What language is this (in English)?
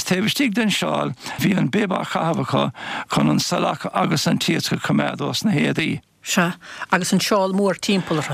Irish